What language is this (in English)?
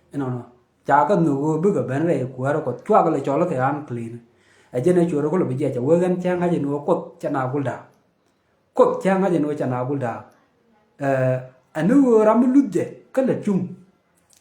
Nuer